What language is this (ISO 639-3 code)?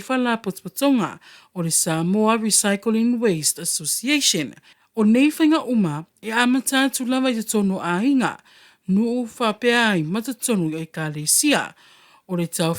smo